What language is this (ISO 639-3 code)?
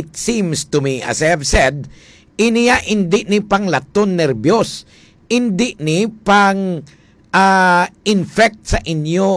hil